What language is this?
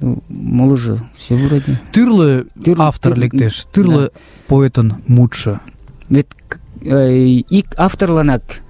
Mari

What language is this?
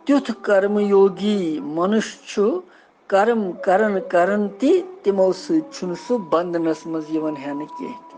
Kashmiri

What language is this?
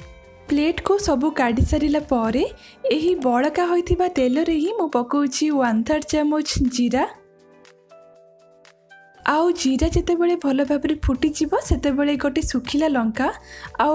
Odia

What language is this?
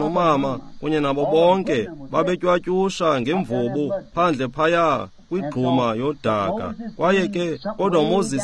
Xhosa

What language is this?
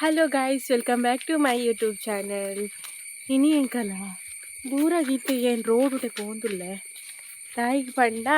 Tulu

